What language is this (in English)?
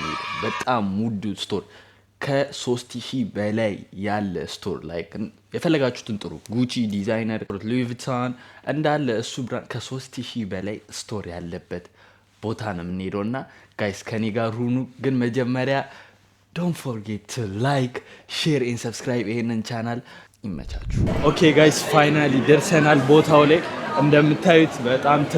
Amharic